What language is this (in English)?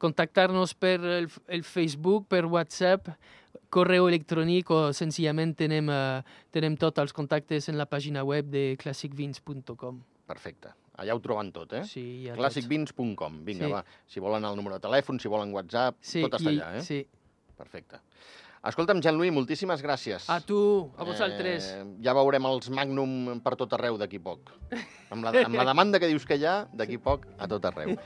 Catalan